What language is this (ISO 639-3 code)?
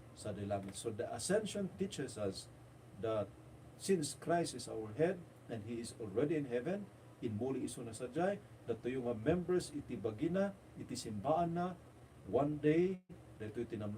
ilo